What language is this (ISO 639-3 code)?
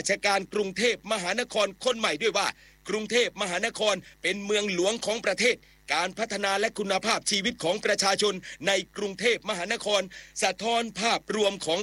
tha